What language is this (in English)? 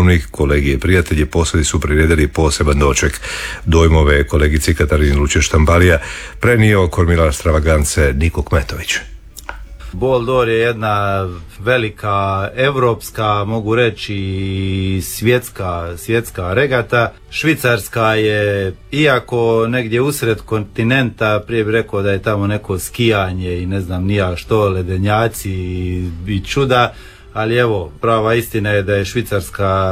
Croatian